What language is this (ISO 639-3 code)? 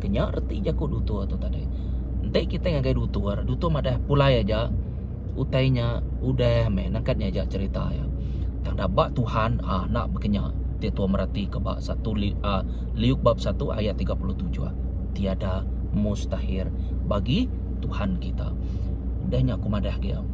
iba